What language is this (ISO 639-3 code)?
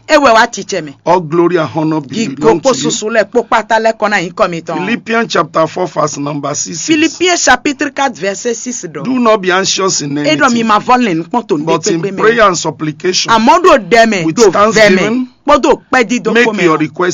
fon